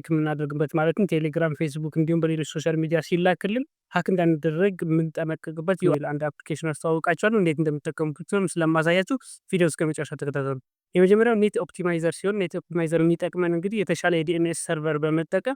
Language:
Amharic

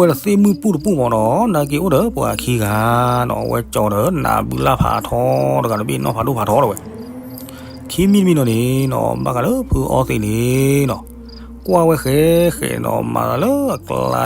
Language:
S'gaw Karen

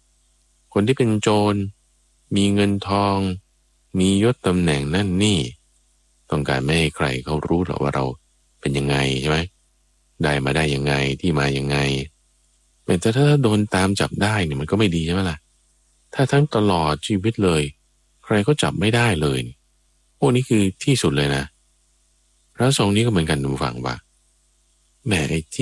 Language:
Thai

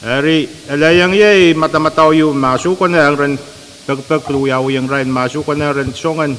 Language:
Pohnpeian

